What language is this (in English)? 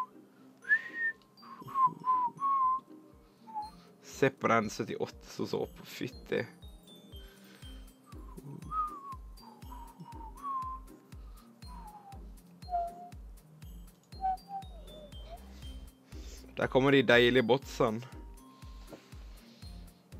Norwegian